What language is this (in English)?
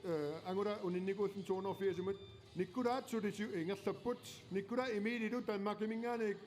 Kalaallisut